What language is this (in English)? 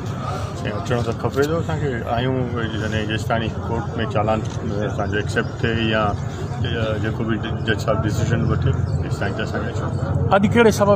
Sindhi